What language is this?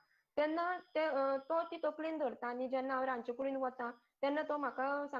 Konkani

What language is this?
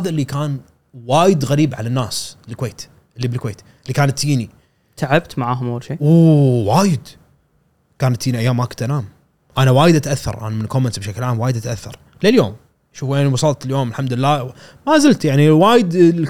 Gulf Arabic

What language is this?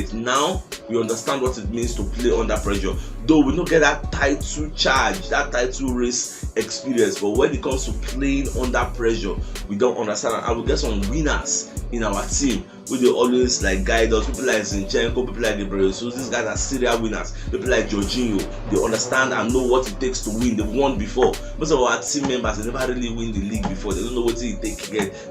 Nigerian Pidgin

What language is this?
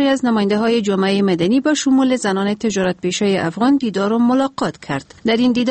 Persian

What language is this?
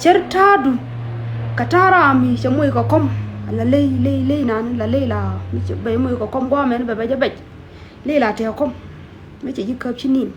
Nuer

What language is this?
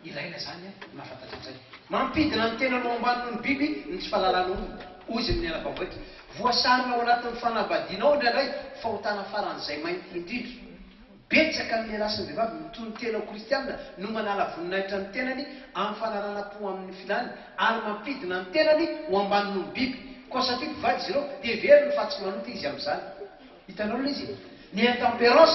Malagasy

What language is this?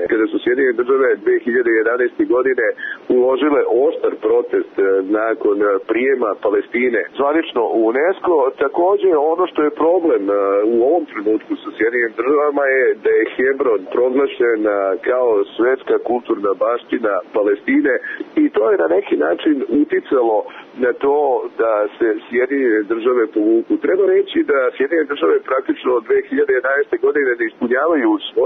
Serbian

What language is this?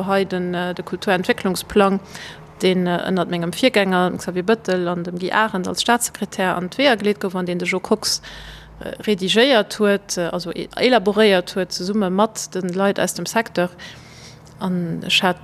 Luxembourgish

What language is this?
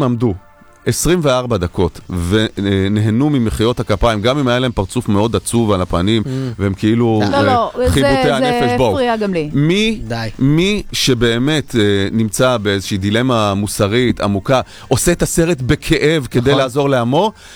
Hebrew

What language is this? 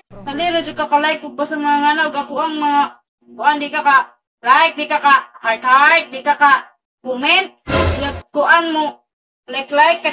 Cebuano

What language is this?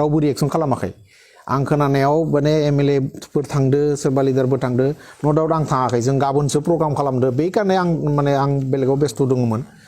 Bodo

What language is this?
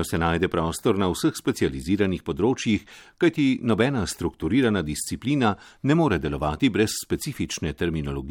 Slovenian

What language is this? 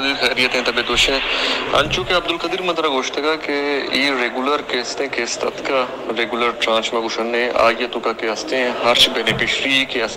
Eastern Balochi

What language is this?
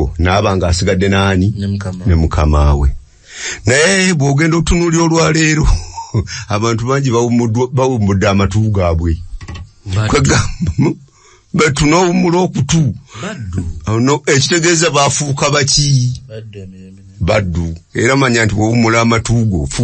Ganda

